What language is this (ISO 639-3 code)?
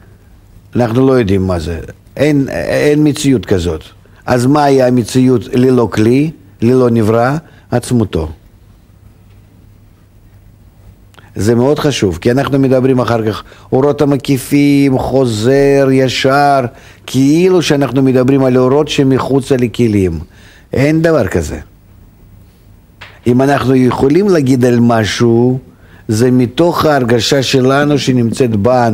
heb